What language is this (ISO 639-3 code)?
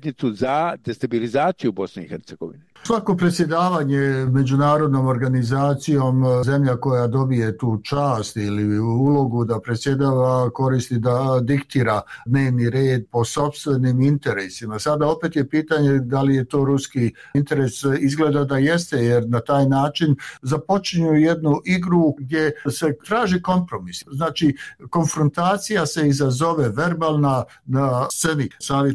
bos